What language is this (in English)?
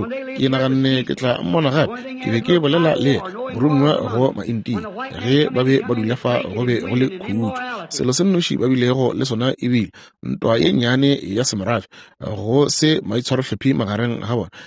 Northern Sotho